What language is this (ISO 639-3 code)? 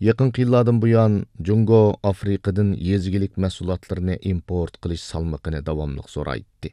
uig